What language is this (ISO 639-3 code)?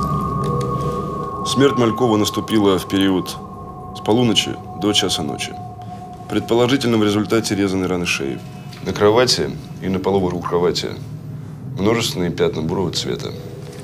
rus